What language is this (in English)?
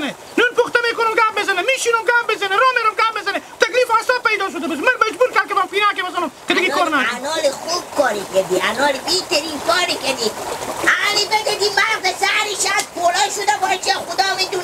Hazaragi